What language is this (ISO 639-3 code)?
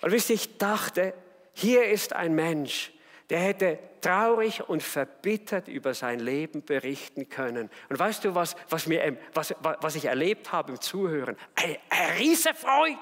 gsw